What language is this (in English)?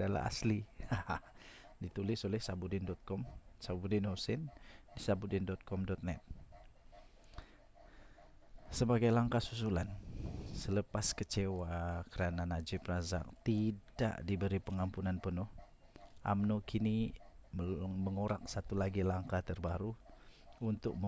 Malay